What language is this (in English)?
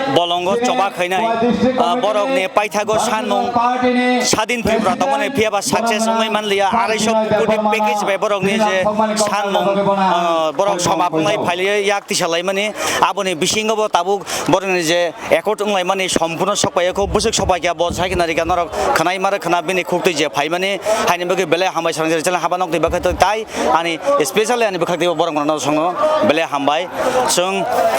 Kok Borok